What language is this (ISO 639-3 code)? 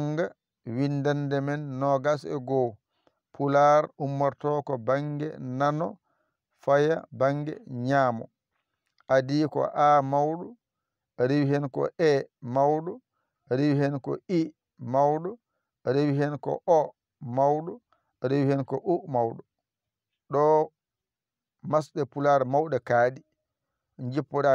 ful